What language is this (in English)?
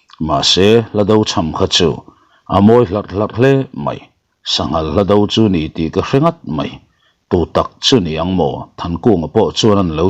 Mizo